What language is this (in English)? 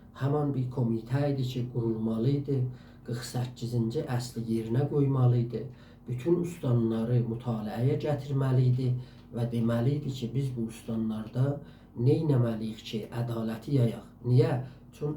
South Azerbaijani